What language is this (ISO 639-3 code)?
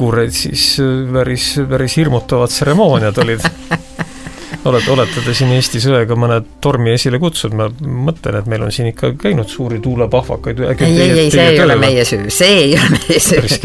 est